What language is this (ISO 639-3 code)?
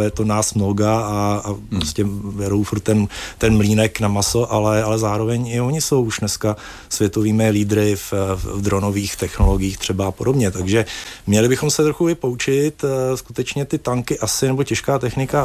ces